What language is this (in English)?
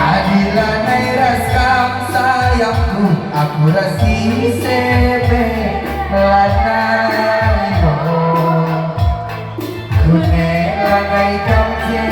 Batak Karo